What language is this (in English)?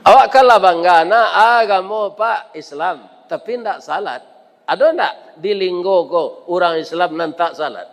Minangkabau